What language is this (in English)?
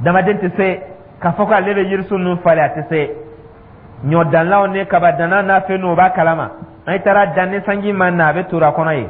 Dyula